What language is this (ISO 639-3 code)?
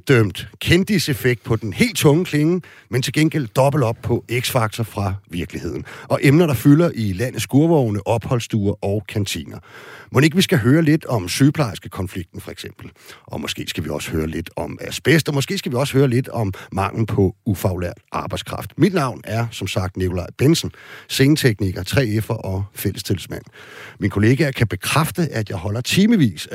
dan